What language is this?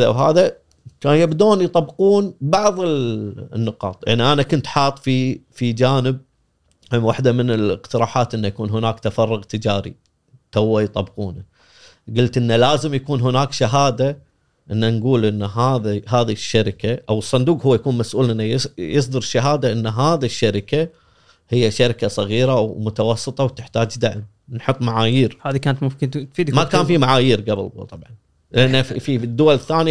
Gulf Arabic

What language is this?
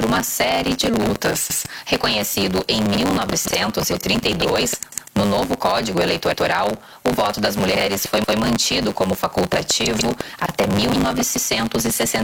Portuguese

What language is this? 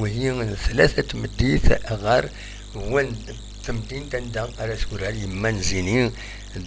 Kabyle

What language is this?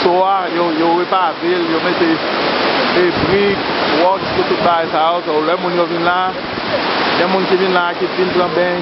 Haitian Creole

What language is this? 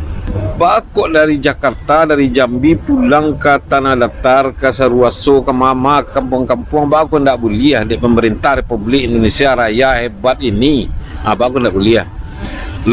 Minangkabau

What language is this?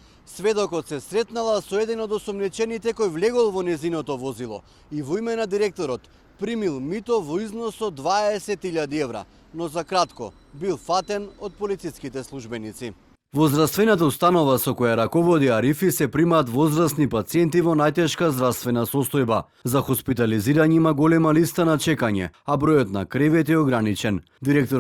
Macedonian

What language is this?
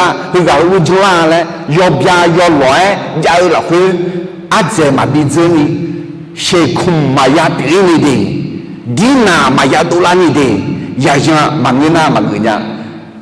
Akha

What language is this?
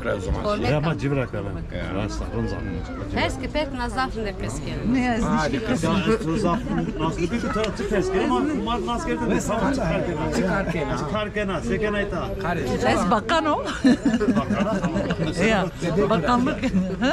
Zaza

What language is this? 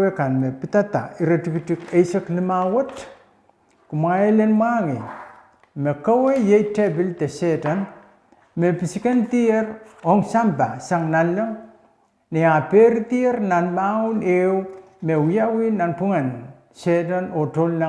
Pohnpeian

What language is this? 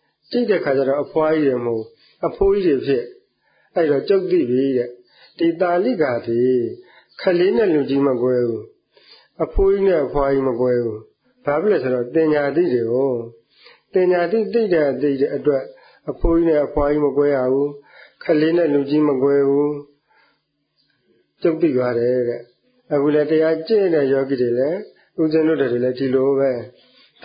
Burmese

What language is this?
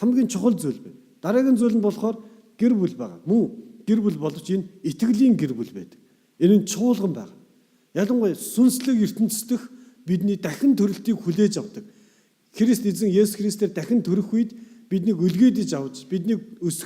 Mongolian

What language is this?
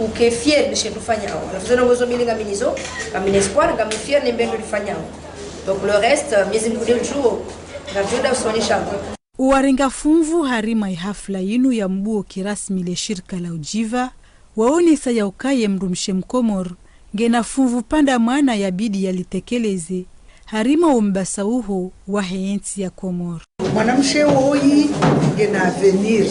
Ngazidja Comorian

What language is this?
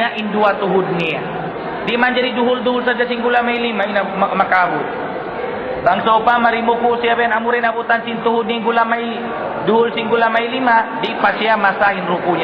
Tausug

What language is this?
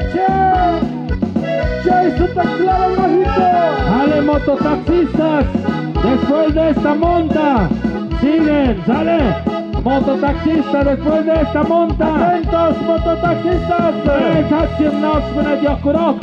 Tlahuitoltepec Mixe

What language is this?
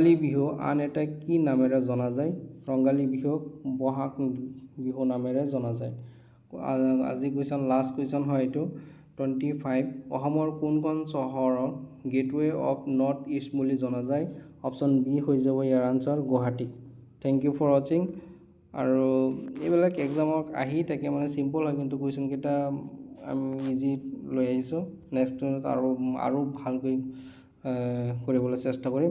Assamese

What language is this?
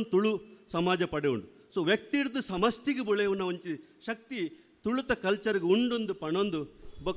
Tulu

